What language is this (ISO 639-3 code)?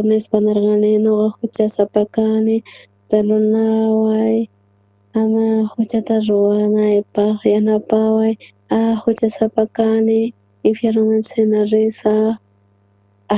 quh